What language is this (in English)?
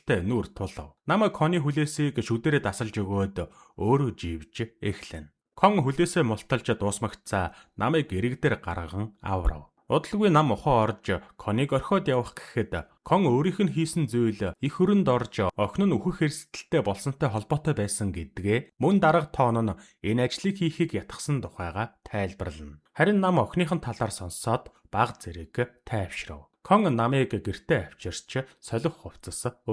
Mongolian